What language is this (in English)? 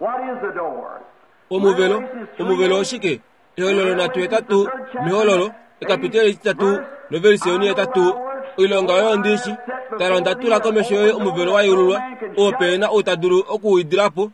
Kuanyama